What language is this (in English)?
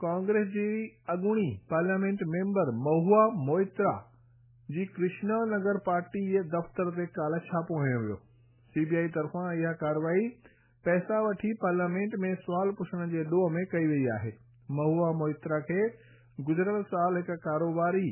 Sindhi